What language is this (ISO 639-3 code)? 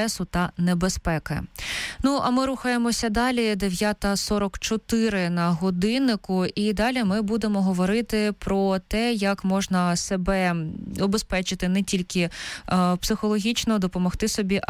ukr